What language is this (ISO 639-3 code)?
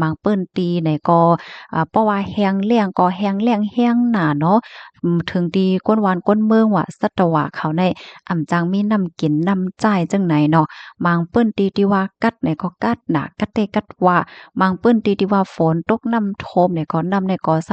shn